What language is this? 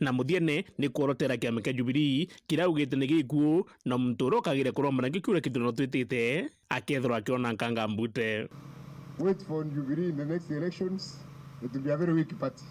Meru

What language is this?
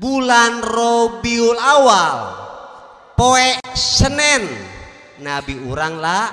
Sundanese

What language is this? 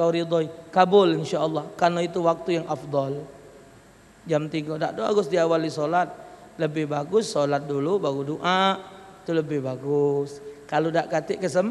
Musi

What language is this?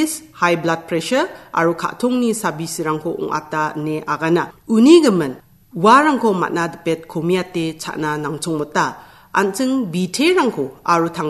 Garo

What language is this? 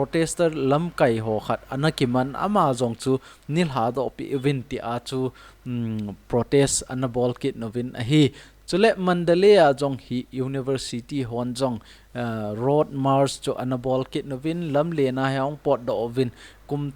Thado Chin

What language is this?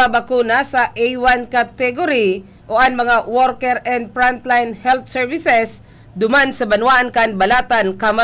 Bikol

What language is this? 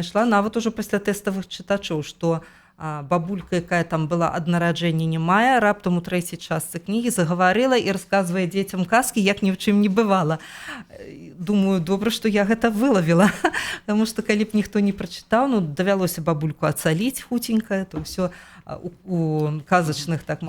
Belarusian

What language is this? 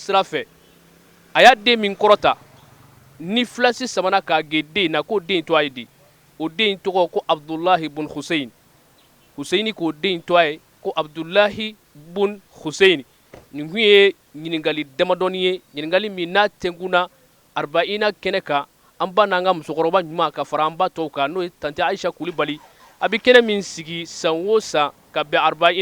Bambara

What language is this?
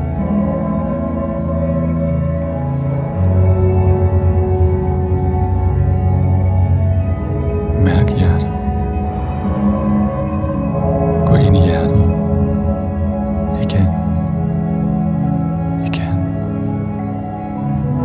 Danish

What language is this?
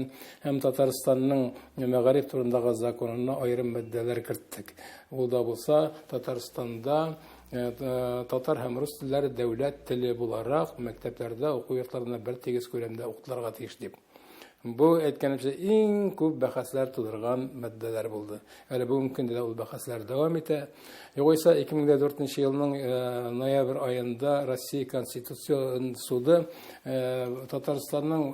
Tatar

